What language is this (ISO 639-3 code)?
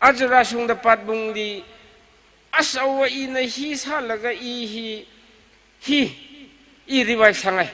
nmf